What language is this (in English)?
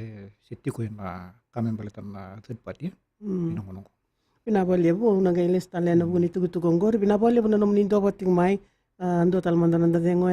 Fijian